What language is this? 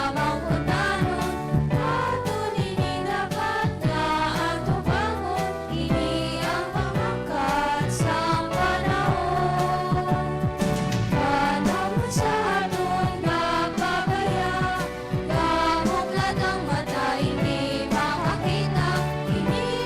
Hiligaynon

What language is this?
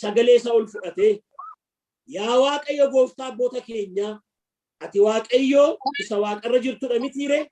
Oromo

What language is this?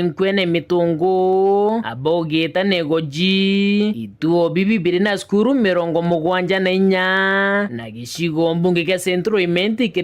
Meru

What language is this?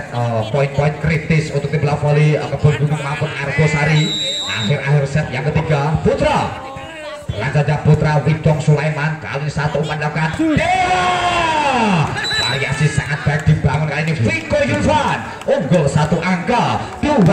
Indonesian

